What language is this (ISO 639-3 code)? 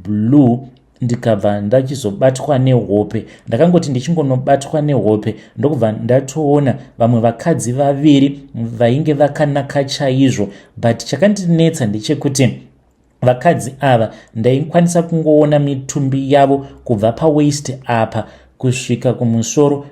sna